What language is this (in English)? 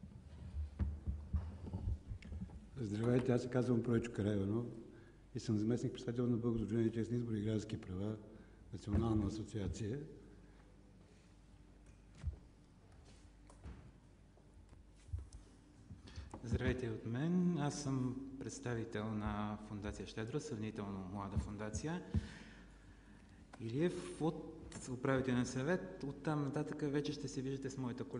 Bulgarian